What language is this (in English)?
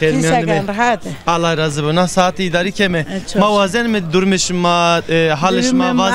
Zaza